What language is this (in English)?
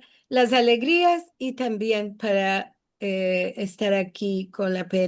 Ladino